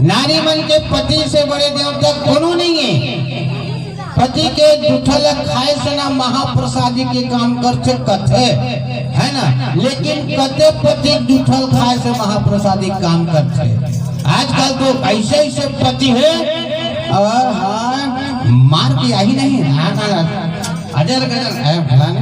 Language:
Chhattisgarhi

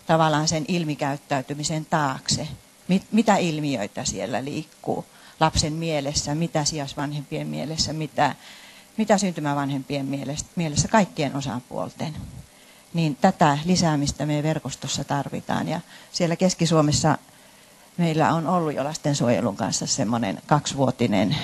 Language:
Finnish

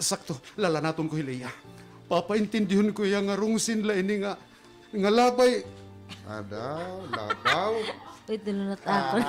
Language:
Waray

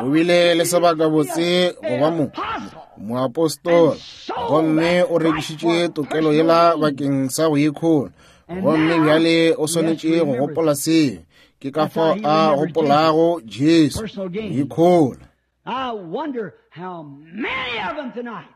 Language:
Northern Sotho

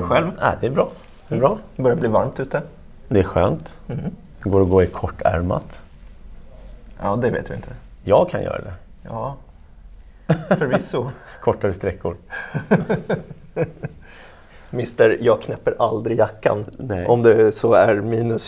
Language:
Swedish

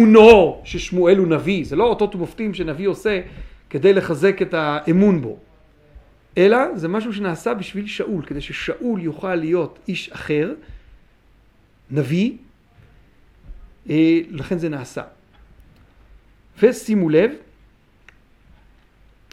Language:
Hebrew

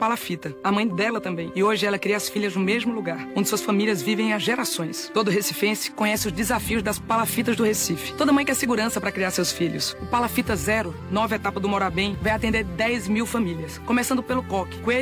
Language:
Portuguese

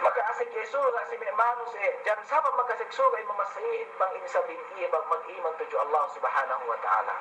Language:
Yakan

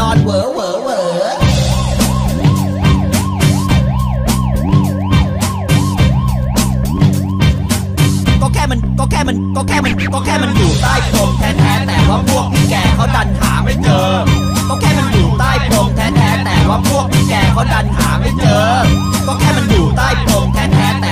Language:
Thai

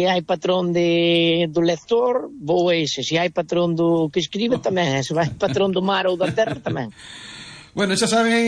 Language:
Galician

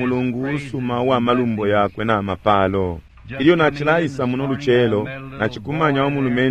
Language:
Bemba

